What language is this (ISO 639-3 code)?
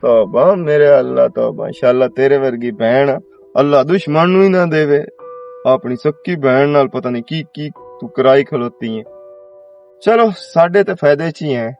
lah